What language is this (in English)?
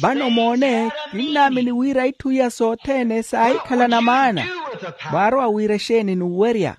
Makhuwa